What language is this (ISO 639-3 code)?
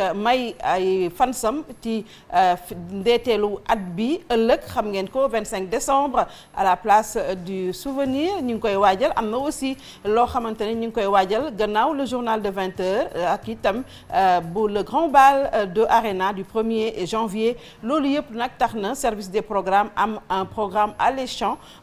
wol